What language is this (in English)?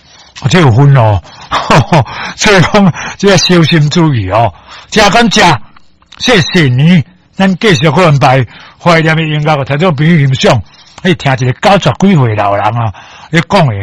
Min Nan Chinese